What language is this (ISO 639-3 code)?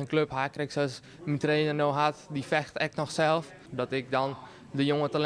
fry